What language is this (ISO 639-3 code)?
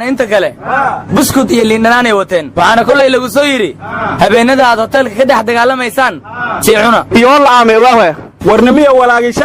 som